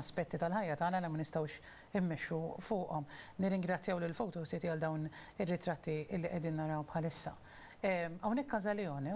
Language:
Maltese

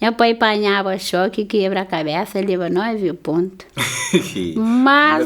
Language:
Kabuverdianu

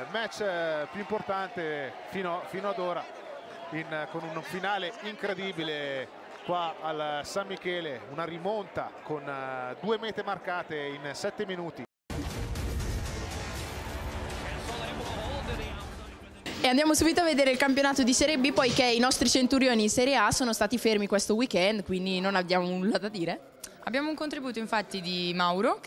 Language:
Italian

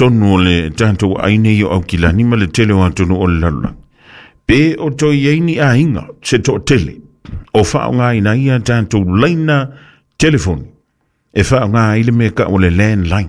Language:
Samoan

